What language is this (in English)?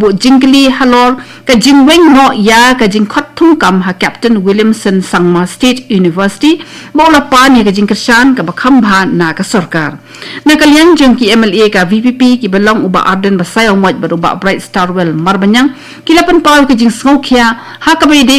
Khasi